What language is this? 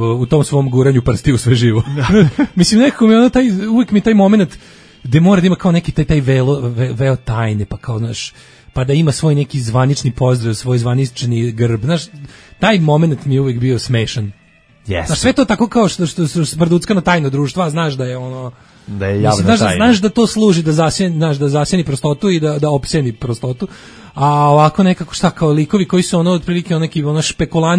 Serbian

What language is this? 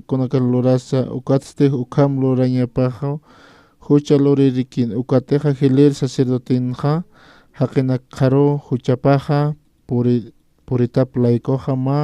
Aymara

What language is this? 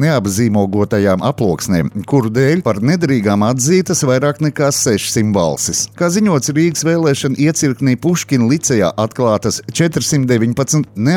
Latvian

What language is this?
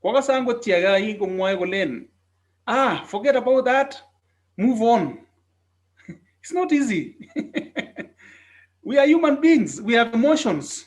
Kalenjin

